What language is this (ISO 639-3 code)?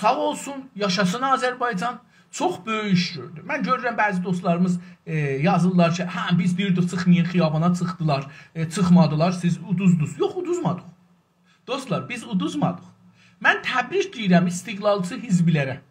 azb